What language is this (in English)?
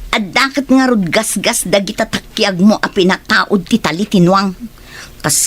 Iloko